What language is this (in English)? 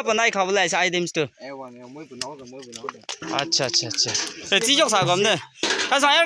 Naga Pidgin